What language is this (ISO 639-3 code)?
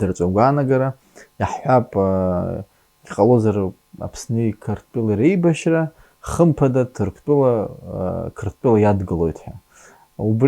abk